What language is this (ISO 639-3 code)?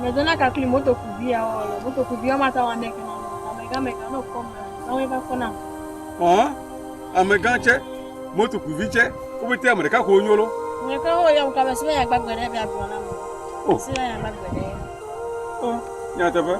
ewe